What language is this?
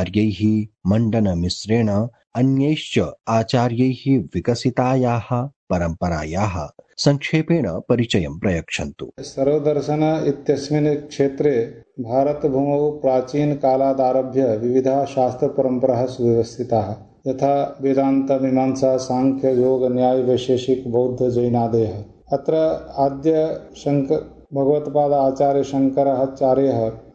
Sanskrit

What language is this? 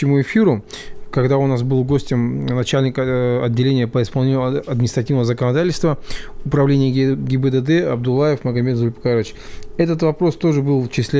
Russian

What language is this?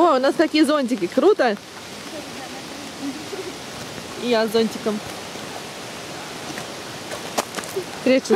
Russian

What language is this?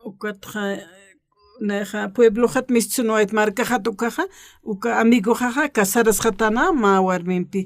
Aymara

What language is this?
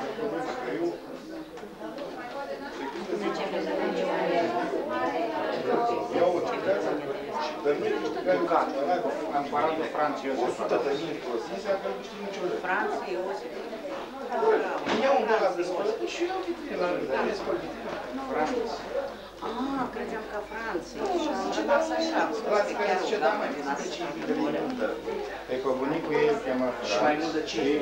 Romanian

